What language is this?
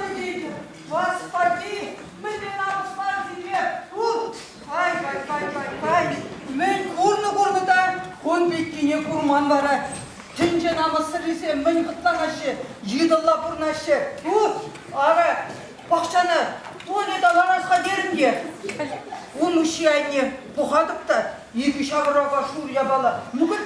Chuvash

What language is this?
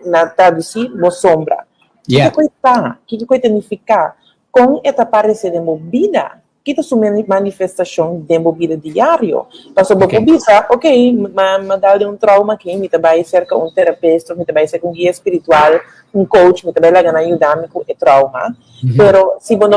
Papiamento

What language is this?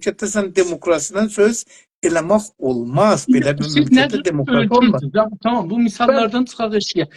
South Azerbaijani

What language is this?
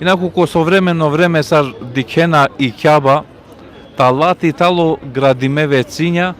Balkan Romani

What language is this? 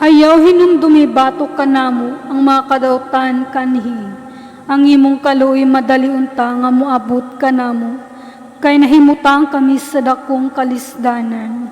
Cebuano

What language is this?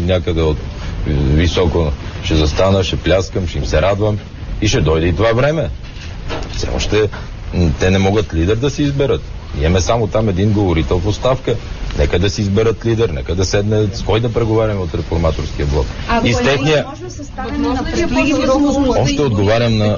Bulgarian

